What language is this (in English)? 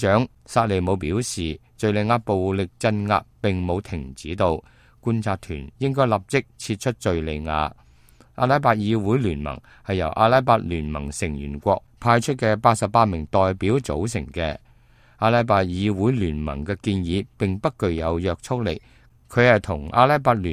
Cantonese